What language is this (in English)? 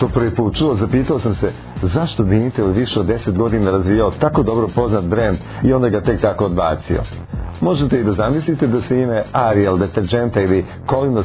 Serbian